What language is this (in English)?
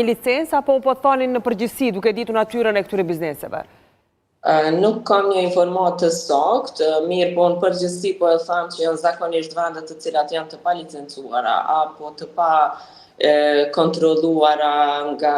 Albanian